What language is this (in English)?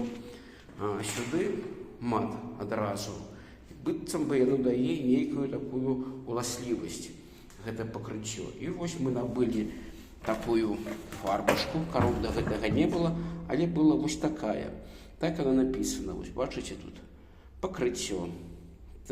Belarusian